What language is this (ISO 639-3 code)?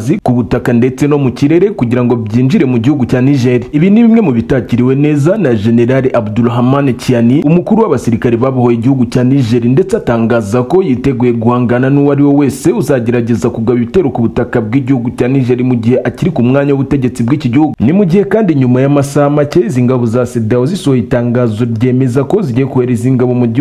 kin